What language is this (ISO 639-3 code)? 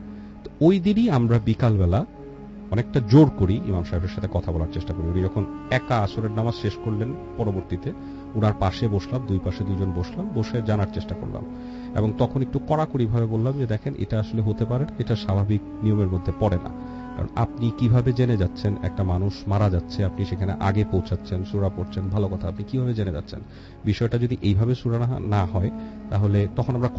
ben